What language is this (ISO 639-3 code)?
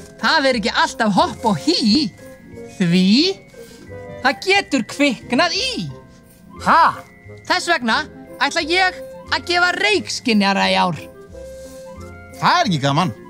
isl